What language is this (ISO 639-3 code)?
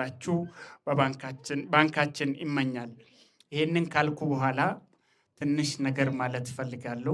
amh